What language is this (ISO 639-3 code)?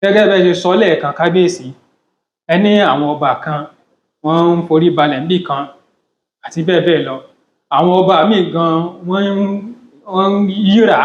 yor